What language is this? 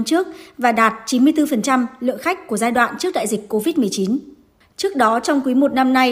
Vietnamese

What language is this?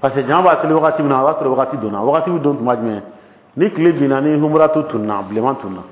Dyula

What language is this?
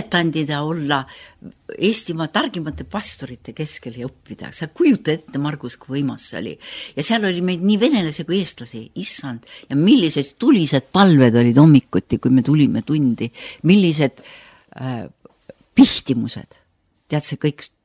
Estonian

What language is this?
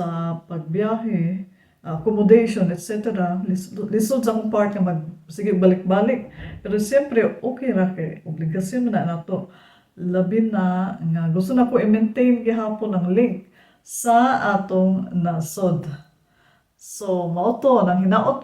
Cebuano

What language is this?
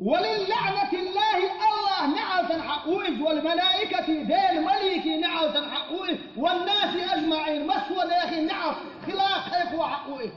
Chechen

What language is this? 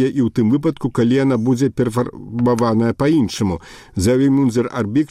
Belarusian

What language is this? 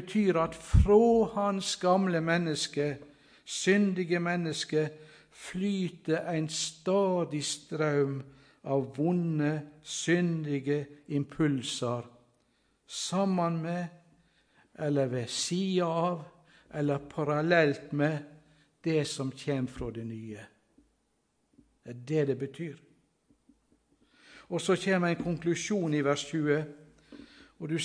Norwegian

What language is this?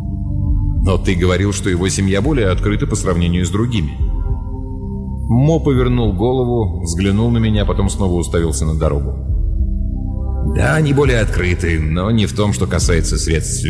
Russian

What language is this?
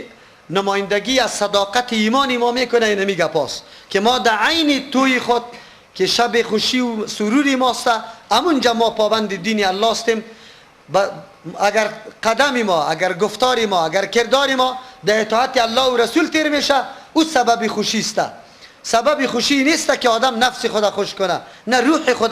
Persian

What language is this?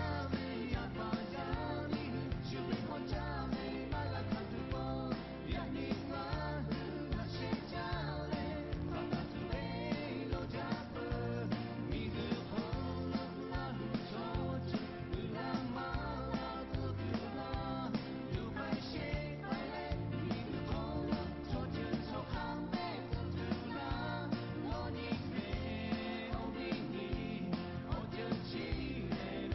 Lahu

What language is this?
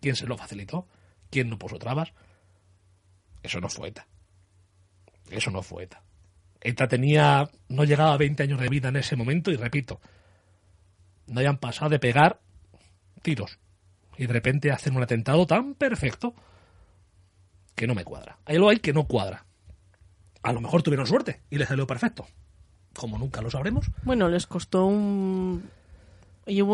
Spanish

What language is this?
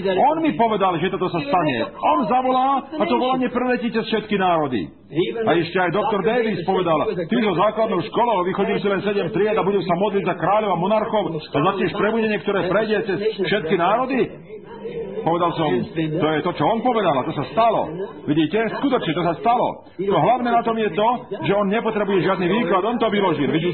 Slovak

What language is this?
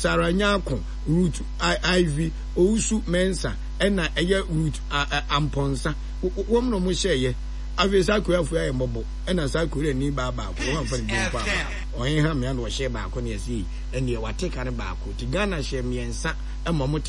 Akan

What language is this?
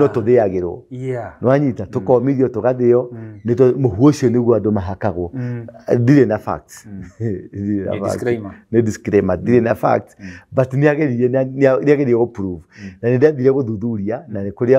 Kikuyu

